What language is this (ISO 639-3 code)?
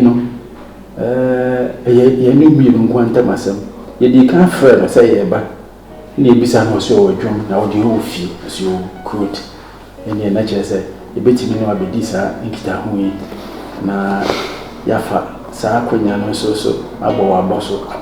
aka